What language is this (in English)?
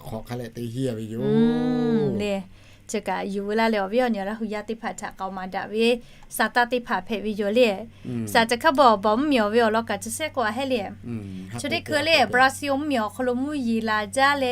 Lahu